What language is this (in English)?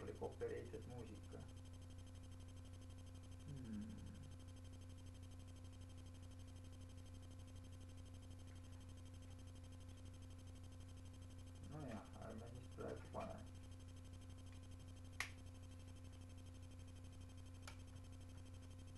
Estonian